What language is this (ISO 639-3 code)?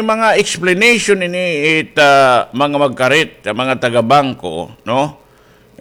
war